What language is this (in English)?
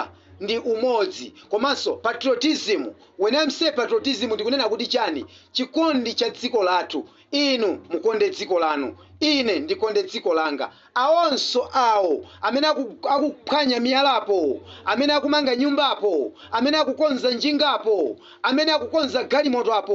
Nyanja